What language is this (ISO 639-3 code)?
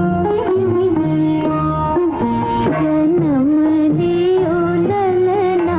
hin